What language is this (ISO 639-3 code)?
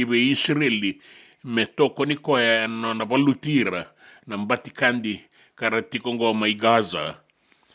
fij